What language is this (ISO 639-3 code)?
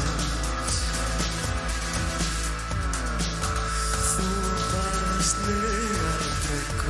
isl